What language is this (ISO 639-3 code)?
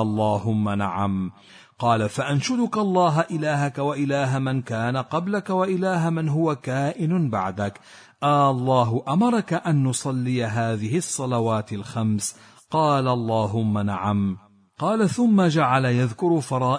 ara